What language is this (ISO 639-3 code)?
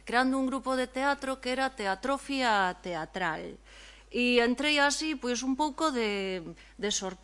glg